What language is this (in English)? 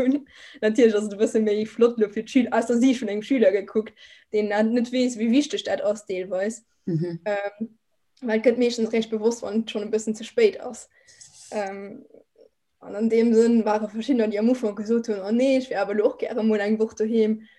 Luxembourgish